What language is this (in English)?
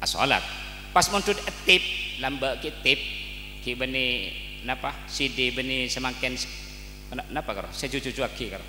Madurese